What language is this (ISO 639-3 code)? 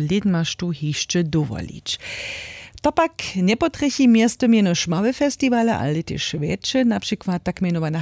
hsb